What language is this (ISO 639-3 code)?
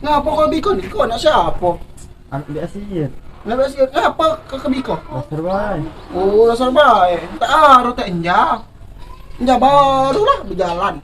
mui